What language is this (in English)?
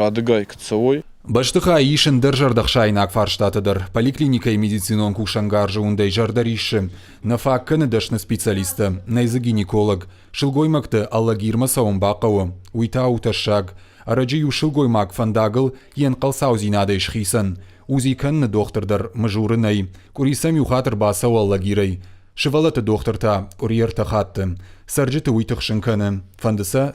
Ossetic